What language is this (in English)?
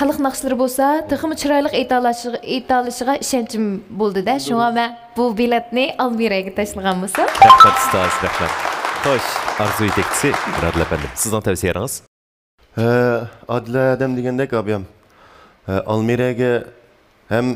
Uyghur